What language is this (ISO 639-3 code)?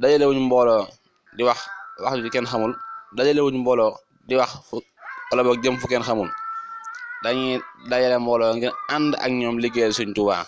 wol